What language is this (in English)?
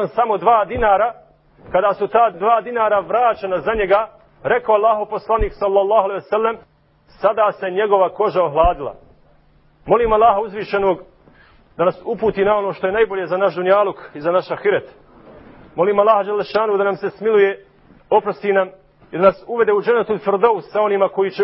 Bosnian